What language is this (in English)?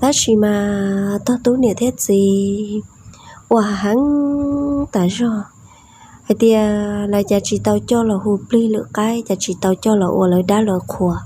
Hmong